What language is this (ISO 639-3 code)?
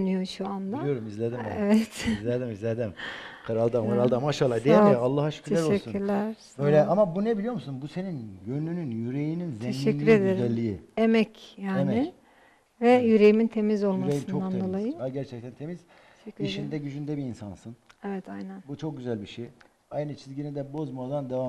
tur